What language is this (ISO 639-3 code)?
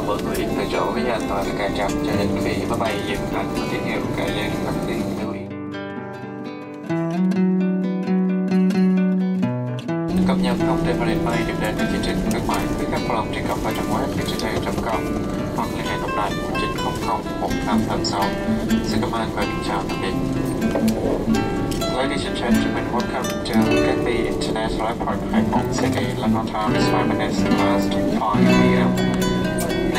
vie